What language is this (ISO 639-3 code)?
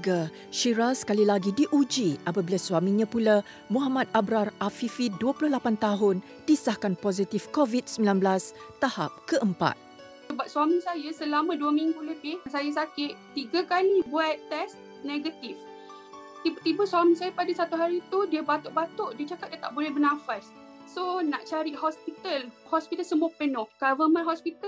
msa